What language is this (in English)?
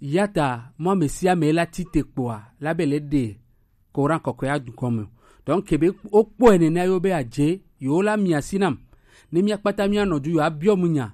Gen